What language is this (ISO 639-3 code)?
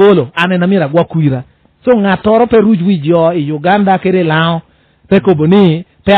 laj